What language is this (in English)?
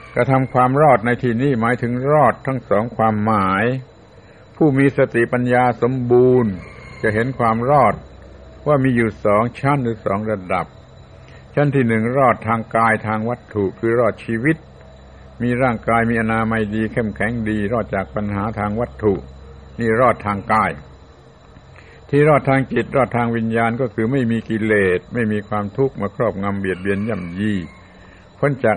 Thai